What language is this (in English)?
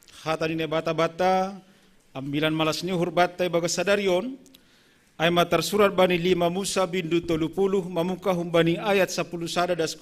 Batak Simalungun